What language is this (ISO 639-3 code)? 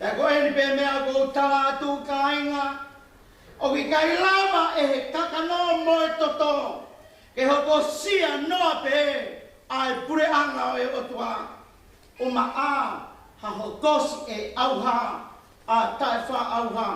ton